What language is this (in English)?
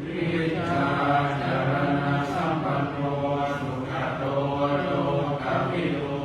Pali